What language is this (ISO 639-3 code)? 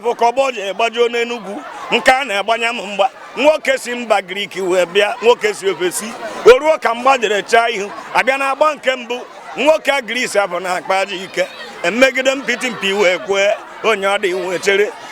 ibo